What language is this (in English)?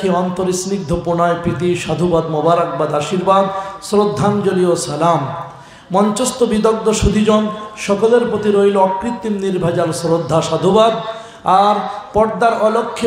Bangla